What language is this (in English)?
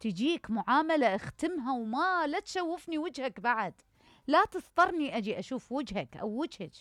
Mesopotamian Arabic